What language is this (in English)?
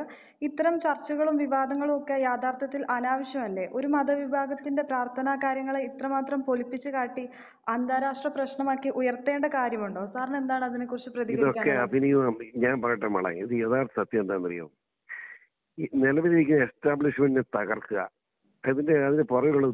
Malayalam